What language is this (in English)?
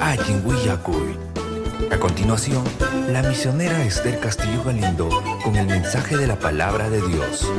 Ayacucho Quechua